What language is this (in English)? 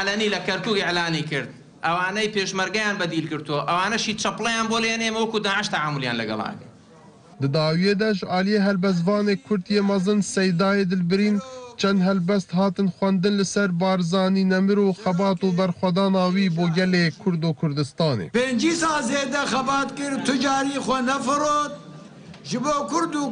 Kurdish